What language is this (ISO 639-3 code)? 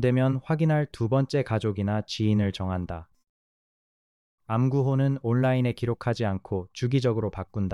kor